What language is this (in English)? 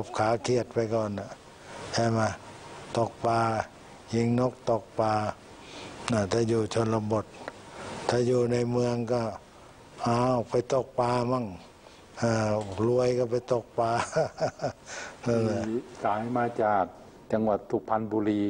Thai